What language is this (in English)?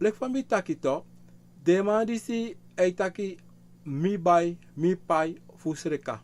Sranan Tongo